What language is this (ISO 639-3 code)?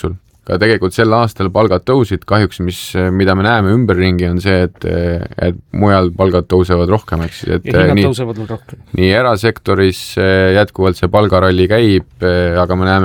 est